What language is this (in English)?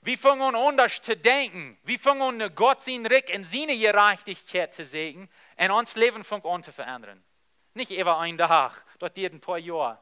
Plautdietsch